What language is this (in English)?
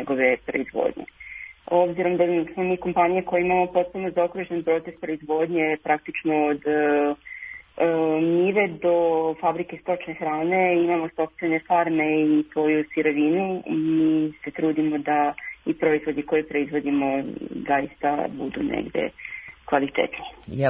Serbian